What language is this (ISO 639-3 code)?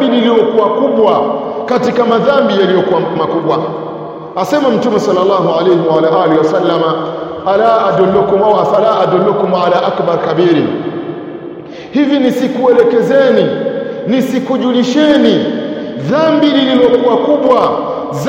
swa